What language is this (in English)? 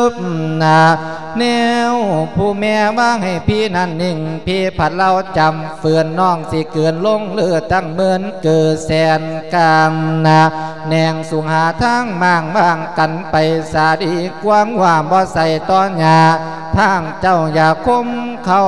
Lao